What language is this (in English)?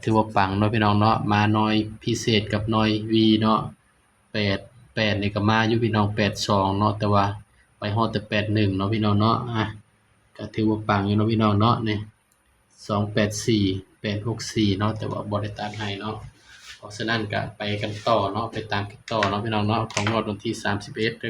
Northeastern Thai